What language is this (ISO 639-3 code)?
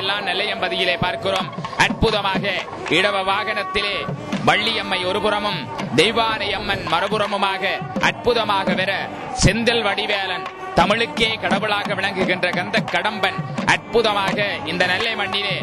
tam